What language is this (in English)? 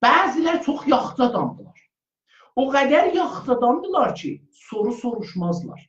South Azerbaijani